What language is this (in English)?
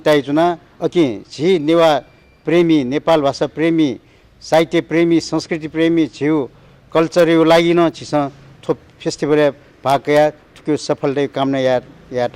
Newari